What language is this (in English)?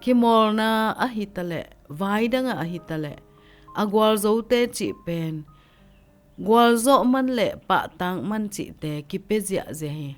Tedim Chin